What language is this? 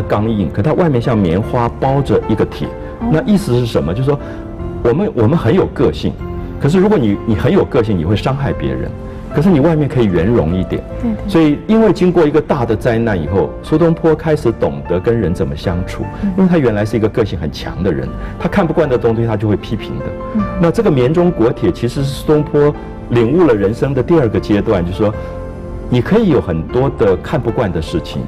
Chinese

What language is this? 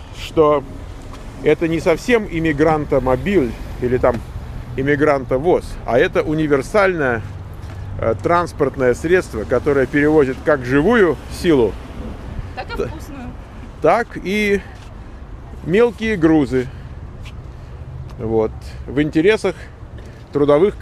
Russian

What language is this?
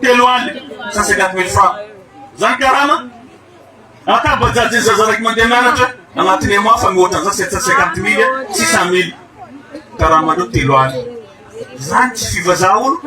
Malagasy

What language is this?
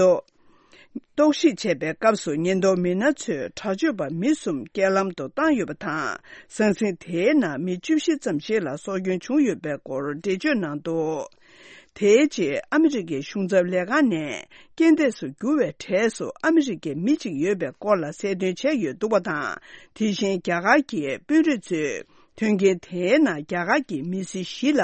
Tibetan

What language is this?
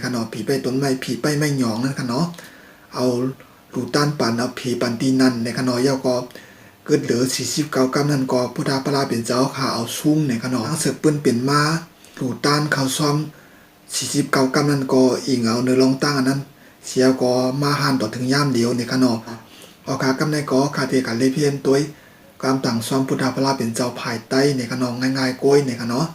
Shan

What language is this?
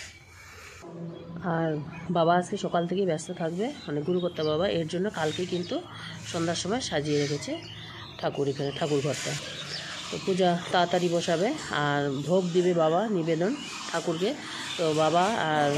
Bangla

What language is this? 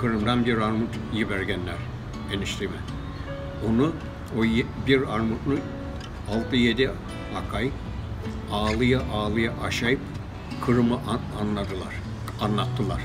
Crimean Tatar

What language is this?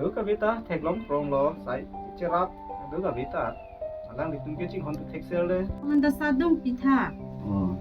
Karbi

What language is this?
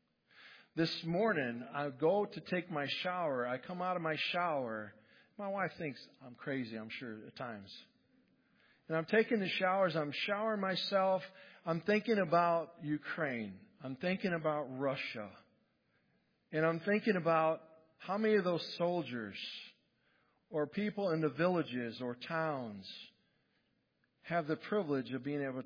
English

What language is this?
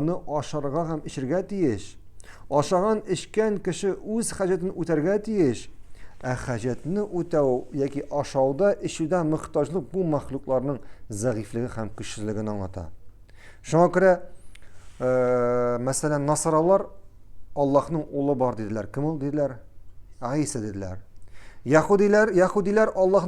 Tatar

